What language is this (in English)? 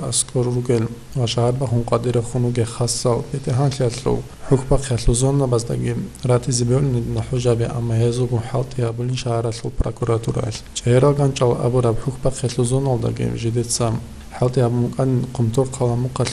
Avaric